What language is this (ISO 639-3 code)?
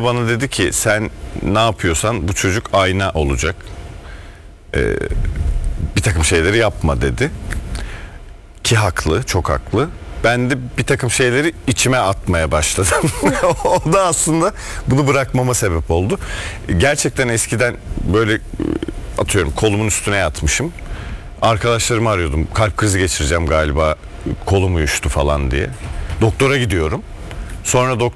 tur